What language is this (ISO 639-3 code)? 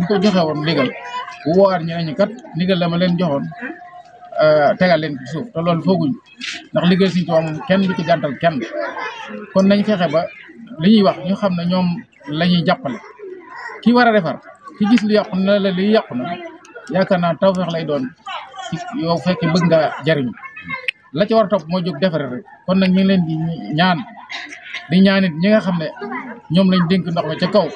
wol